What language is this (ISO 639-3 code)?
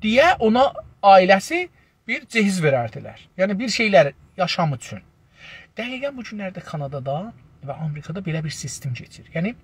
azb